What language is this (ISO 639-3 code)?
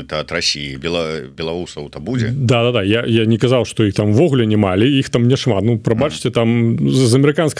bel